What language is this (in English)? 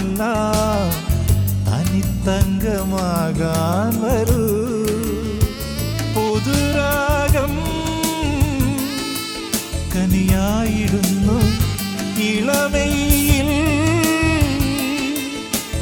Malayalam